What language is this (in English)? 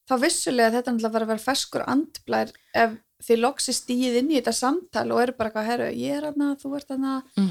Icelandic